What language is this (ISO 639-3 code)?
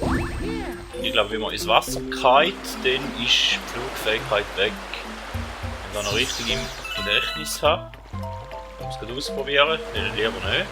gsw